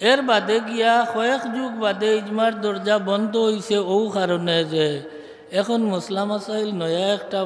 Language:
Sylheti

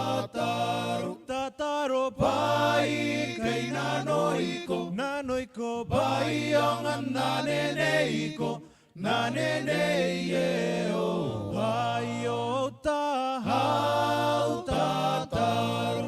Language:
Gilbertese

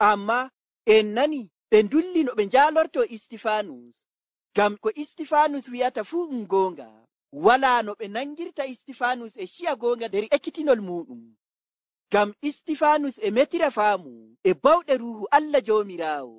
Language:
Nigerian Fulfulde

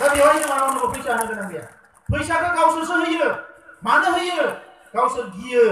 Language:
Bodo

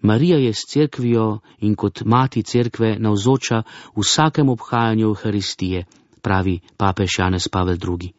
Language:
Slovenian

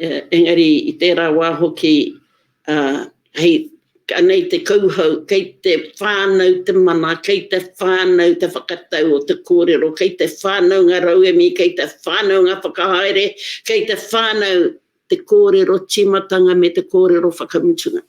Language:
Māori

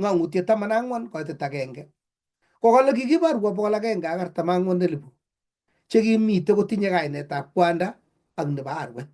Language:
Kalenjin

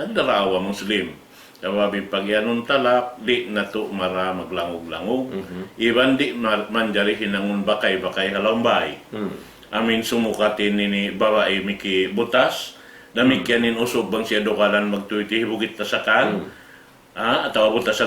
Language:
Tausug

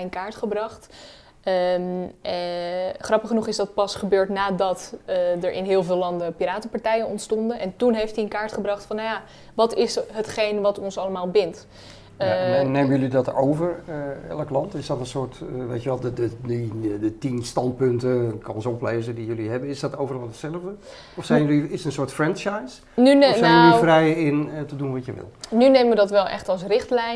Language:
Dutch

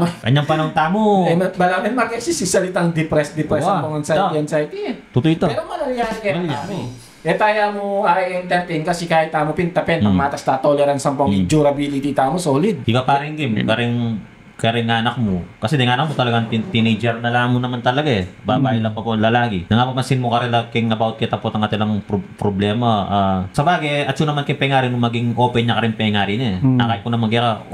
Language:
Pampanga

